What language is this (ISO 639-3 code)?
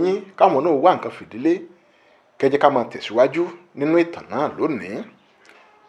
yor